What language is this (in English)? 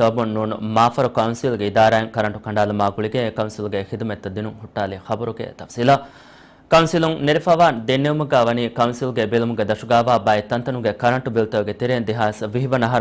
Divehi